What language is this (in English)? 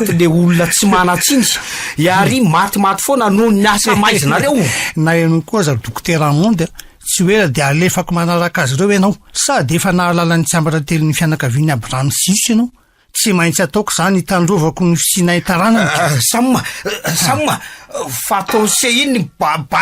Malagasy